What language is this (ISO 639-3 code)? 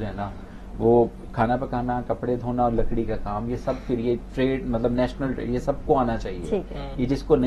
urd